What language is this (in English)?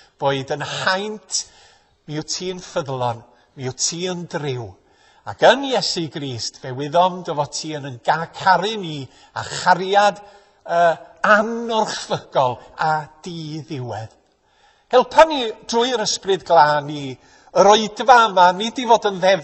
Welsh